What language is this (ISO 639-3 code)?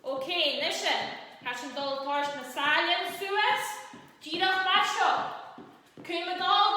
gla